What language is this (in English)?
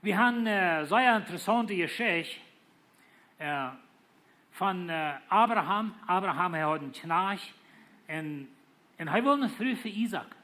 Plautdietsch